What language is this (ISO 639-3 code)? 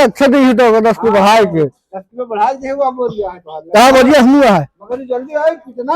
awa